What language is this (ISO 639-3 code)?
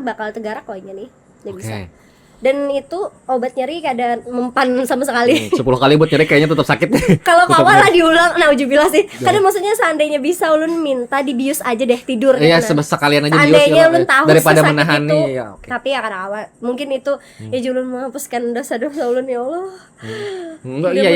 bjn